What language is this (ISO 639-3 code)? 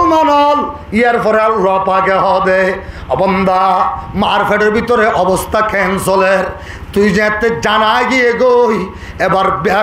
rhg